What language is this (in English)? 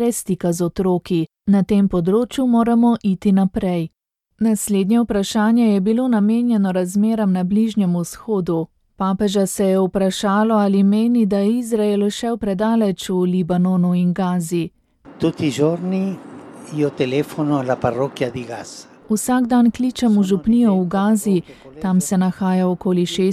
Slovenian